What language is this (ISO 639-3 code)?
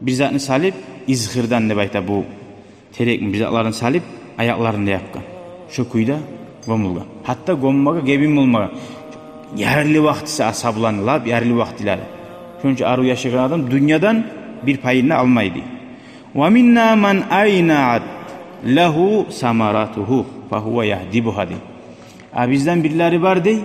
kum